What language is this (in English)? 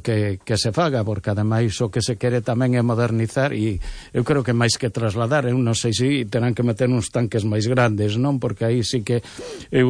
Galician